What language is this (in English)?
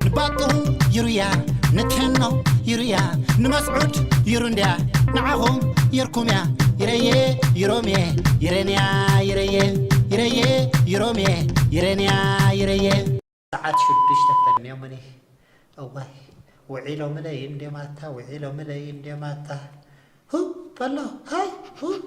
Tigrinya